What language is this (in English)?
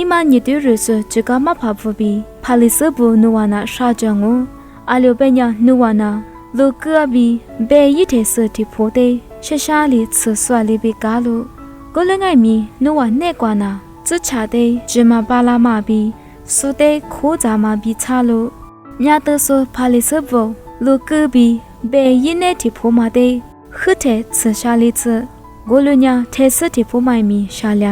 Lisu